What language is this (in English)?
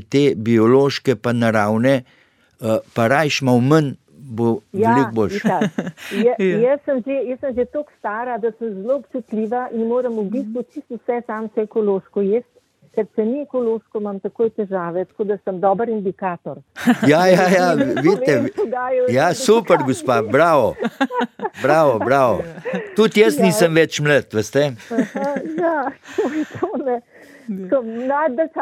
Slovenian